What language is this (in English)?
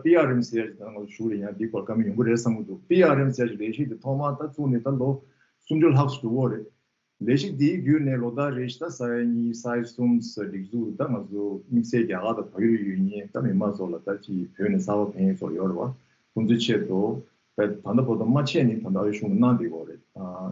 Tibetan